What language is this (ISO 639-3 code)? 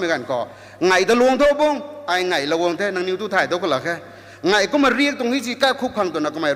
nbu